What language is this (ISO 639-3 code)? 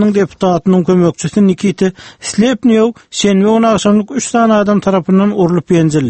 tuk